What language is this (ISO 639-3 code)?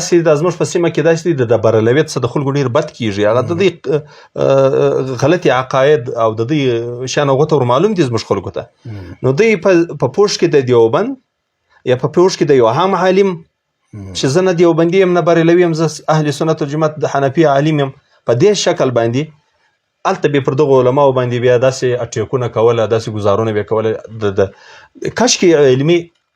pus